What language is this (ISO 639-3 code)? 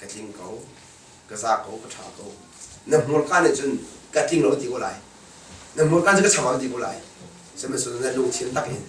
cnh